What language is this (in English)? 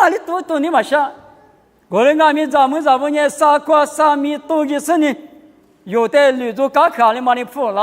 Lisu